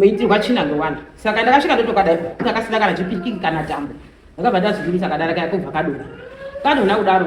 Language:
Shona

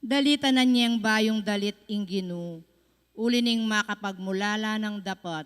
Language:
Pampanga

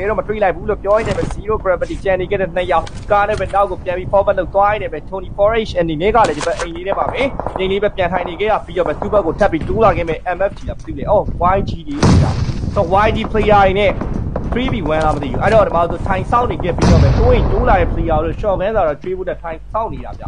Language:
Burmese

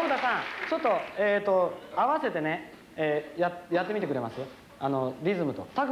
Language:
Japanese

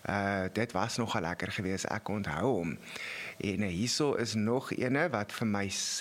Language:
Afrikaans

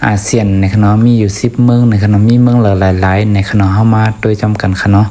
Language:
Shan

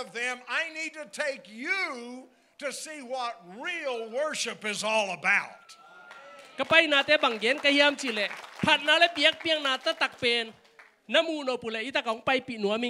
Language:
Tedim Chin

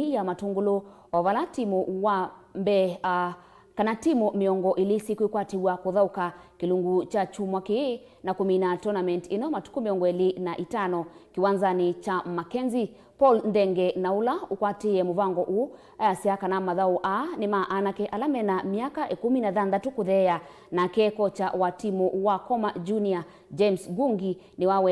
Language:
Kamba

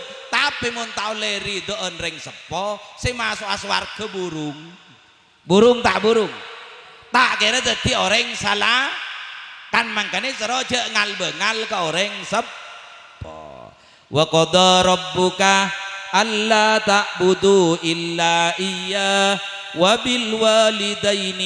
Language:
Madurese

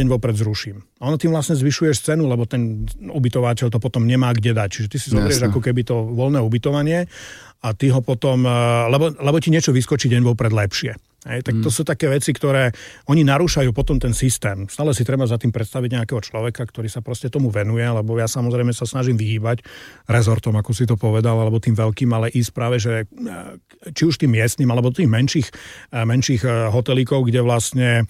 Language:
Slovak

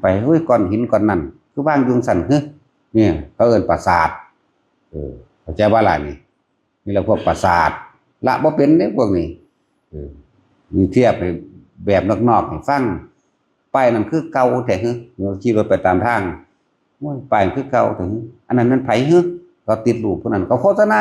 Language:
Northeastern Thai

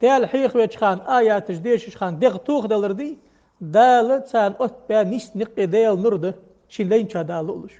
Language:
Ingush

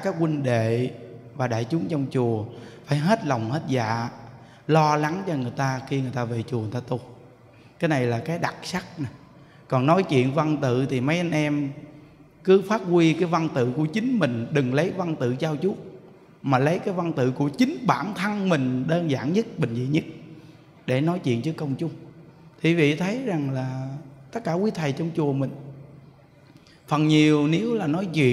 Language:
Vietnamese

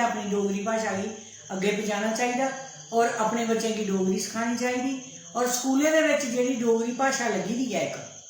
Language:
Dogri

